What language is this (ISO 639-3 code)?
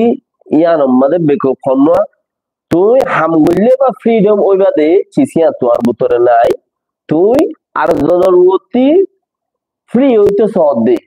rhg